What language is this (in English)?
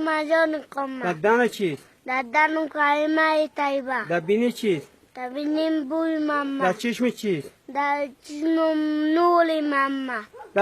Tajik